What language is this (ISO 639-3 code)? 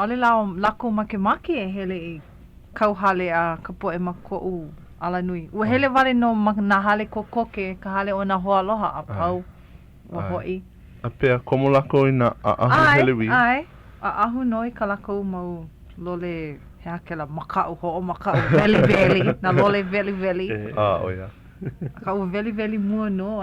haw